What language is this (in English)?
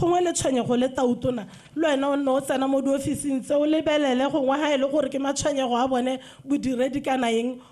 Tswana